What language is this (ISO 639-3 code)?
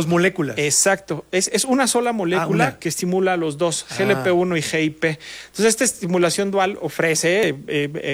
spa